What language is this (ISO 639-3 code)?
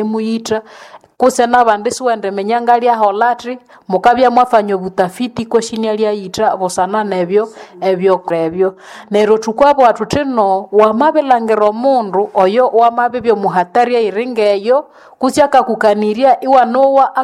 nnb